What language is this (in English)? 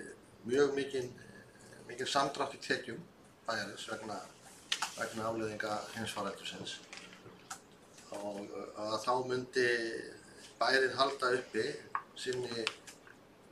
Icelandic